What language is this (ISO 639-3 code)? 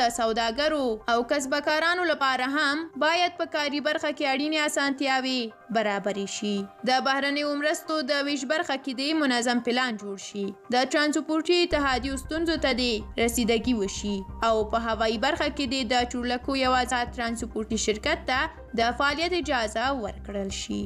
pus